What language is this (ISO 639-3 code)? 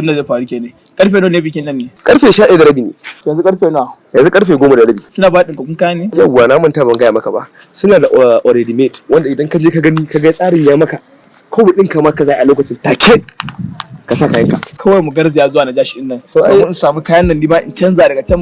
hau